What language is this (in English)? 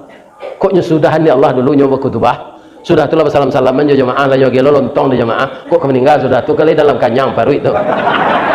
Minangkabau